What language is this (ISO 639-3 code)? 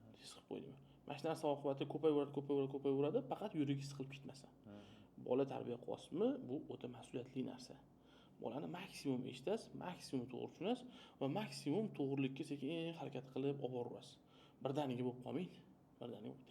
uzb